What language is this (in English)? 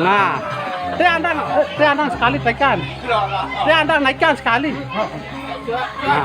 Sasak